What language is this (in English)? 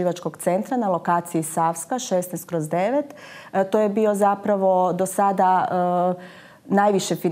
Croatian